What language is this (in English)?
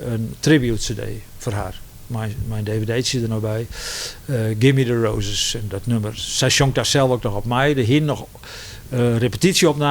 Western Frisian